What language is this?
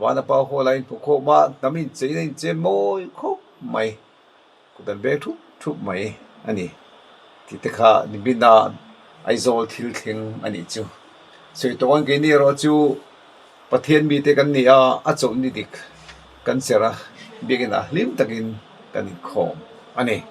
Mizo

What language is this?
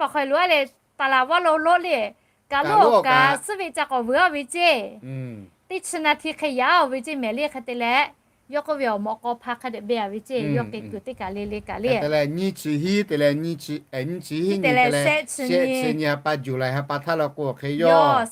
Lahu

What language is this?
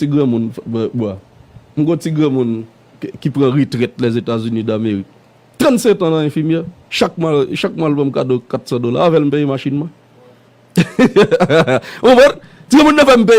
Haitian Creole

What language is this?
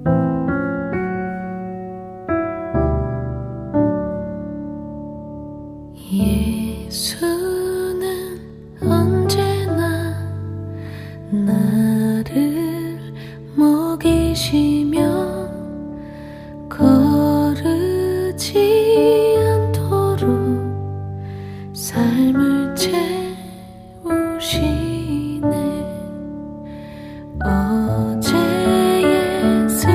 Korean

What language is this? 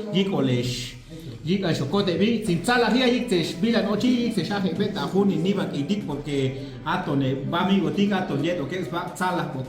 Chuj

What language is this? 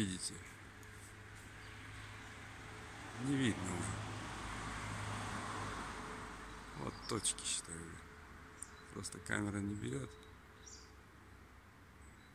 Russian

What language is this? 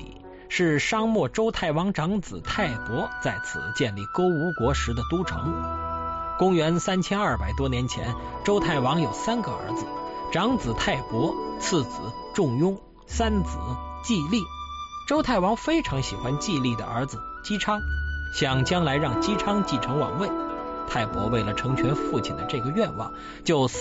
Chinese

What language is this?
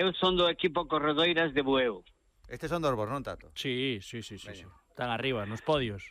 Galician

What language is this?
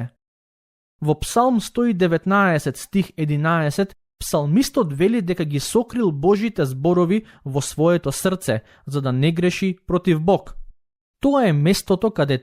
Macedonian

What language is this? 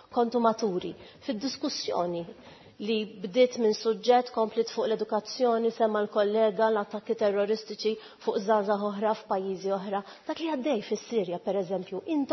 Maltese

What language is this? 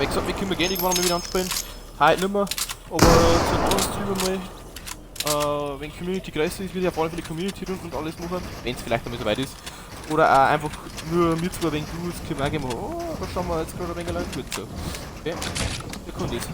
Bavarian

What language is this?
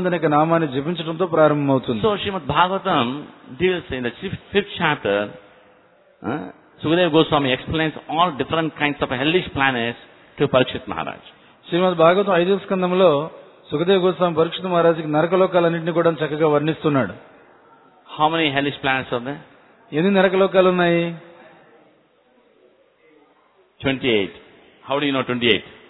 Telugu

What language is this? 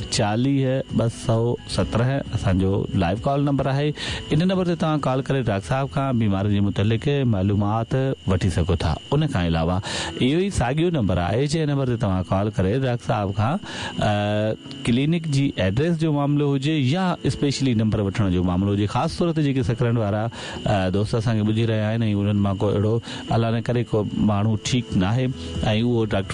Sindhi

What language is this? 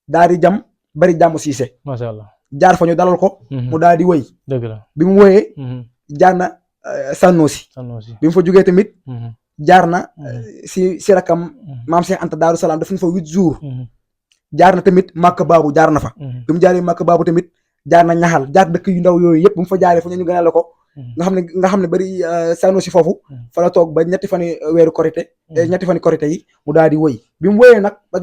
Wolof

